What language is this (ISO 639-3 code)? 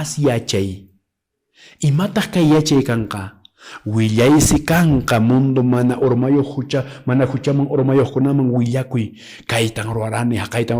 que